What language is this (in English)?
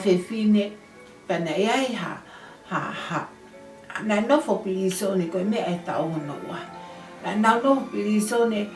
Tongan